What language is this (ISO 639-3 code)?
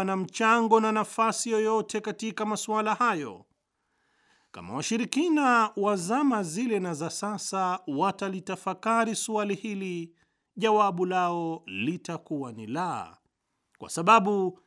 swa